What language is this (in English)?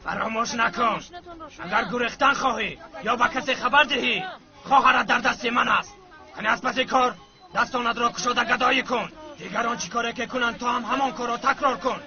Tajik